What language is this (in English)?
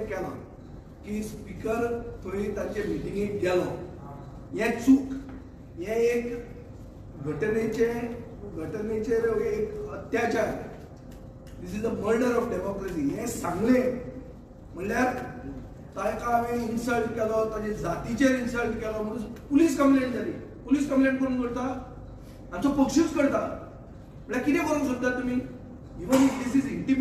Konkani